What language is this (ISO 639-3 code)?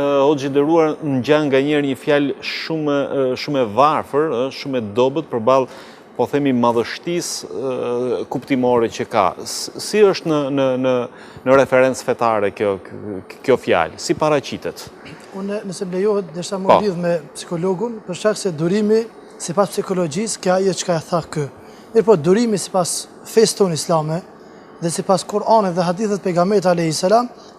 sqi